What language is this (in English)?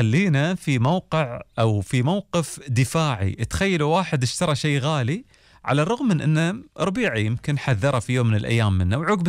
Gulf Arabic